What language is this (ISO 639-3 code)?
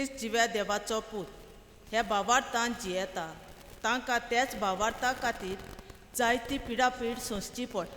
kok